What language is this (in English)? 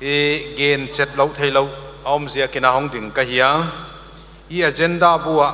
Paite Chin